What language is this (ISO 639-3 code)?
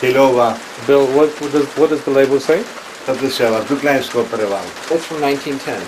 rue